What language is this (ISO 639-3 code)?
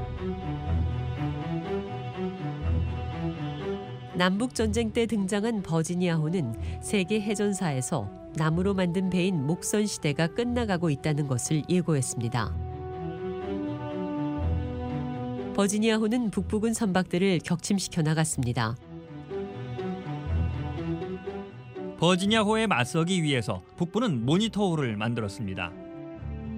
kor